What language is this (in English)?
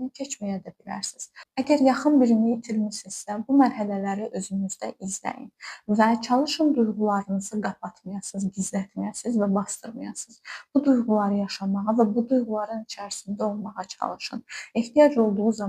Azerbaijani